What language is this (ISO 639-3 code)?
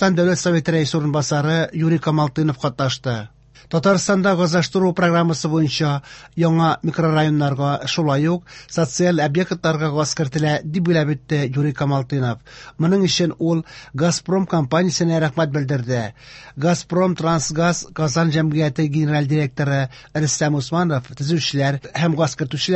tat